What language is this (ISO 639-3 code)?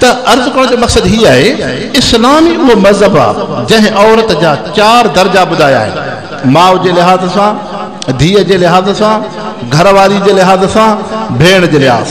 snd